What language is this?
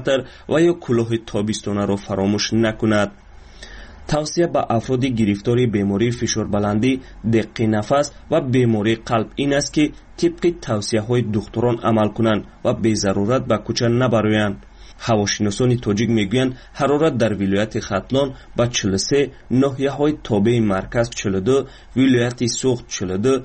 Tajik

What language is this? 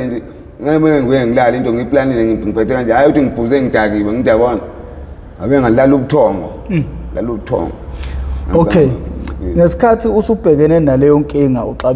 Zulu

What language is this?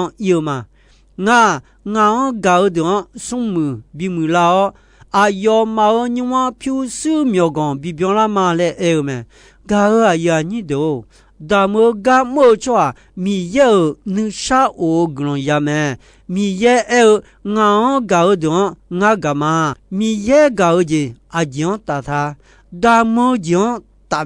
Akha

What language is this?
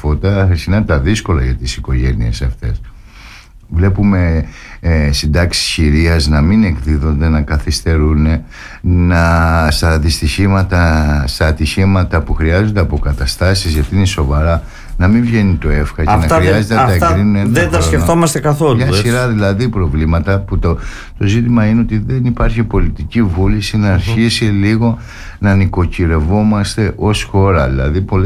Greek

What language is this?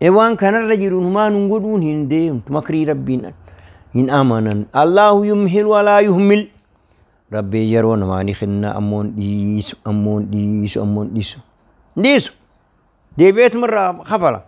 Oromo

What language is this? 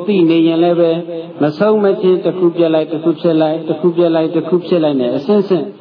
Burmese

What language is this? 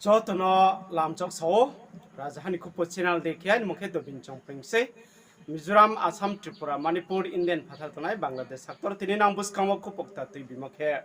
Riang (India)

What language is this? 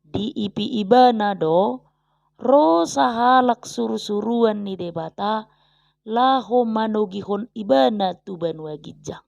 Batak Toba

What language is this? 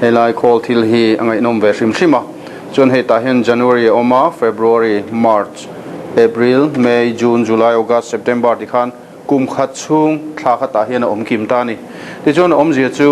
Mizo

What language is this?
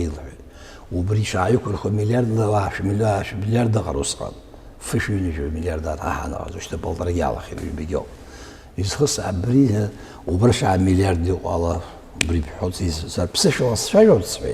Abkhazian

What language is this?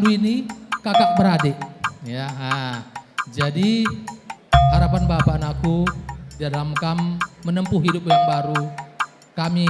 Batak Karo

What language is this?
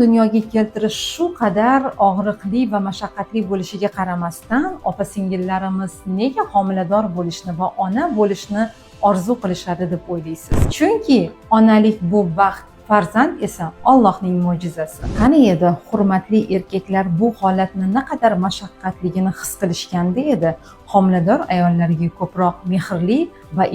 Uzbek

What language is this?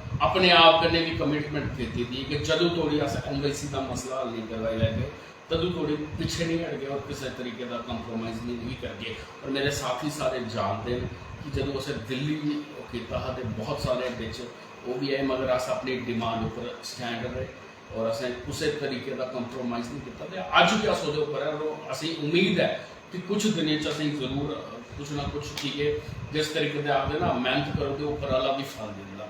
Dogri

